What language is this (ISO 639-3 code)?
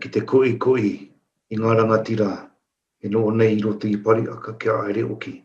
mri